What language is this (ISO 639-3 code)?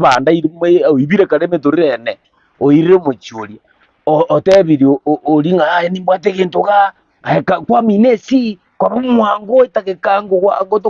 guz